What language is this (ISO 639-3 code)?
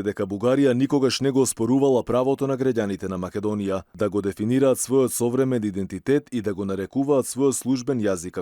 mkd